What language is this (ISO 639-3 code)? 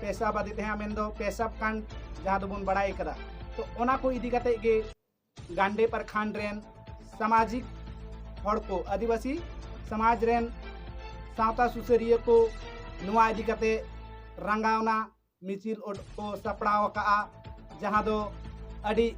sat